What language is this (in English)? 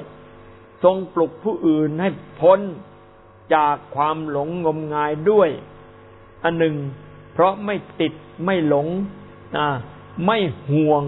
Thai